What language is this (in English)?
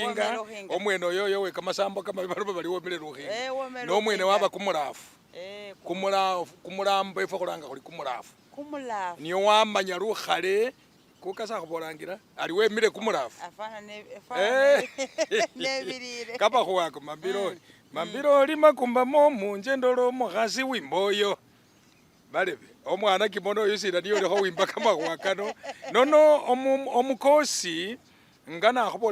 Masaaba